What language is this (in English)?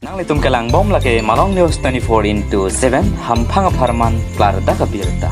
Karbi